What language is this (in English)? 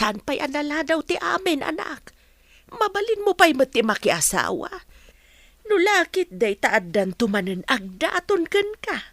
Iloko